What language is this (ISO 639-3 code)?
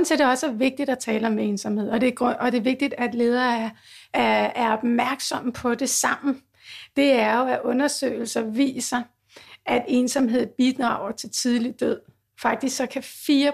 dan